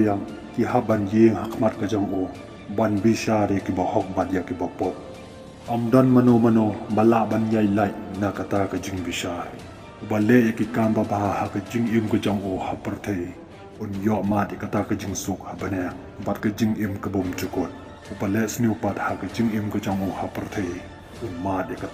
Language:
Khasi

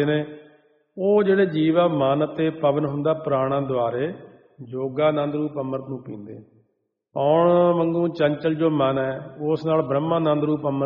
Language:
Punjabi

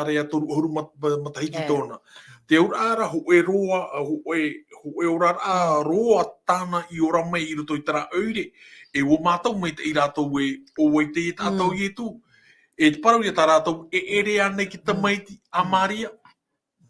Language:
Tahitian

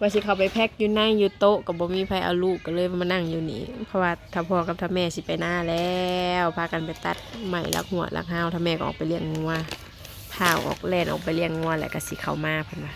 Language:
Northeastern Thai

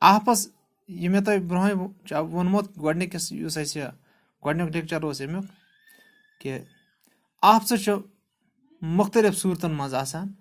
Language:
Kashmiri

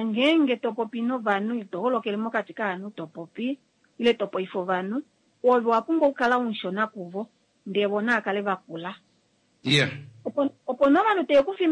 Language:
Kuanyama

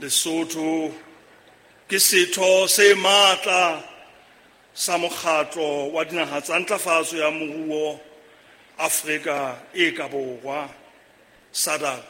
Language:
Southern Sotho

